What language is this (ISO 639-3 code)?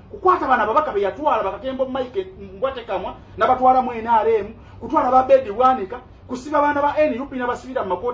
lug